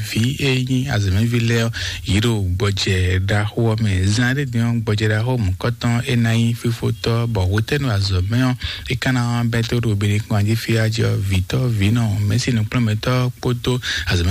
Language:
Fon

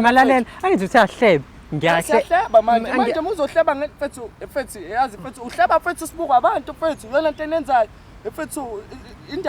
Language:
Zulu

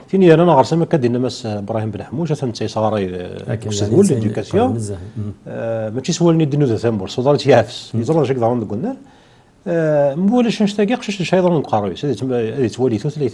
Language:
Kabyle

